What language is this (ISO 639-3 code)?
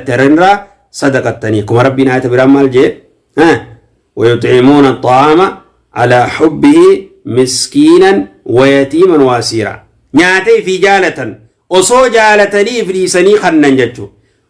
orm